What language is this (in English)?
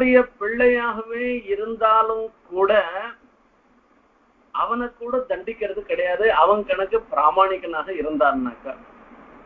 Tamil